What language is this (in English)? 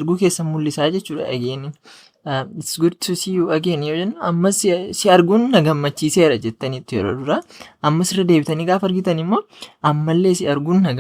Oromo